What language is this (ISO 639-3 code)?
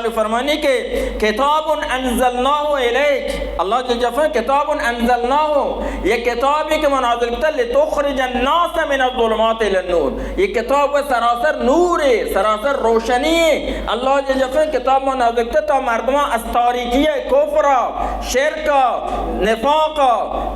bal